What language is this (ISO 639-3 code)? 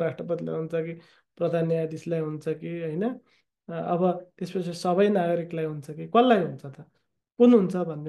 nep